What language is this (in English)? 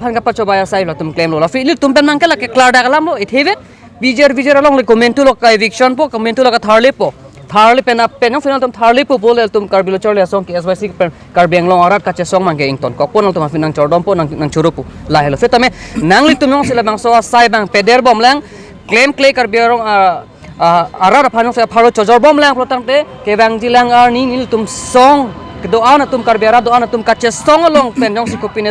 Karbi